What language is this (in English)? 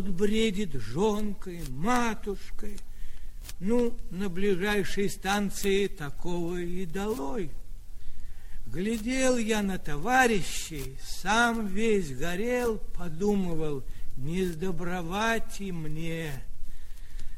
Russian